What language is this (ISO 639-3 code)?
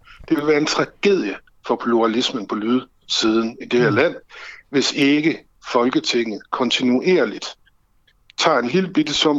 dan